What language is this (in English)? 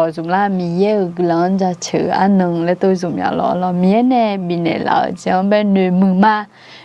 Akha